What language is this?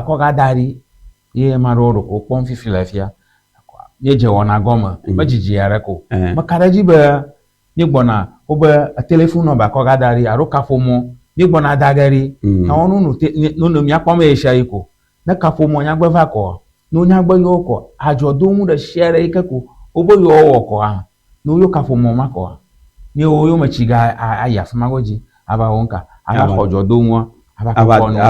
Ewe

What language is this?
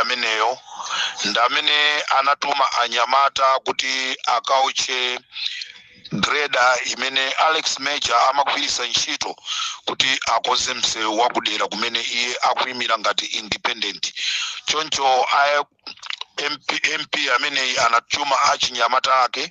Nyanja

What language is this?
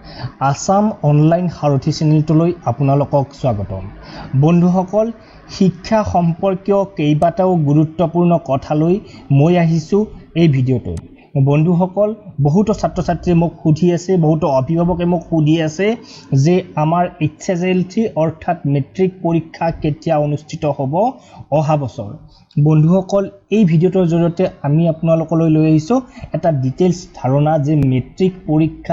Assamese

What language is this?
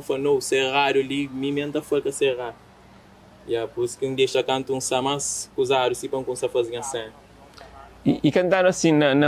Kabuverdianu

